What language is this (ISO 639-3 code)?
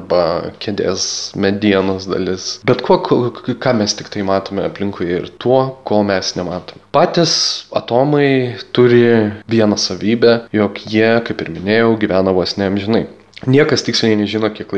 lit